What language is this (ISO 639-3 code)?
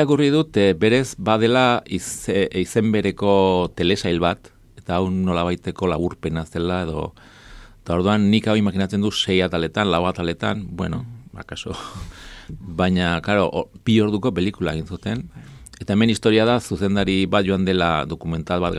eus